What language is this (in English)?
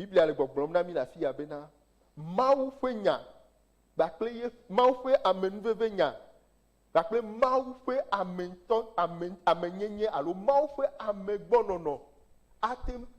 Ewe